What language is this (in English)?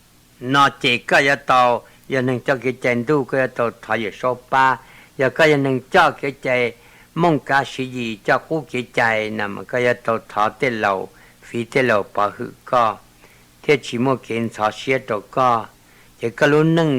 Hmong